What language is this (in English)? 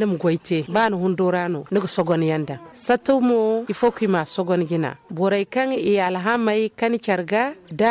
Zarma